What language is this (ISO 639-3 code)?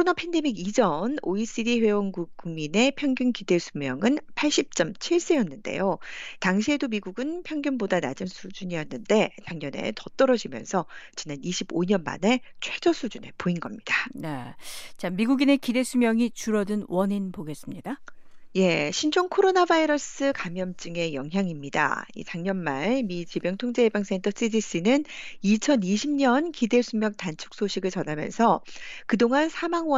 kor